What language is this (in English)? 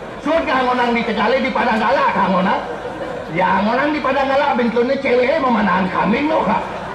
Balinese